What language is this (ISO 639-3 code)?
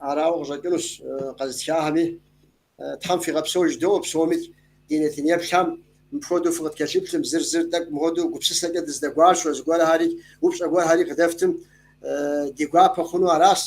kbd